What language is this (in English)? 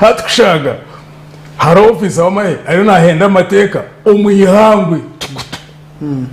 Nyankole